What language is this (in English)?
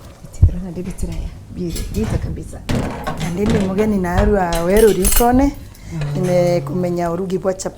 Meru